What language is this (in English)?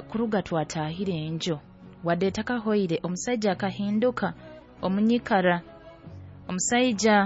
Nyoro